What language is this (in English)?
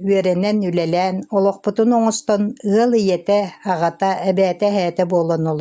Yakut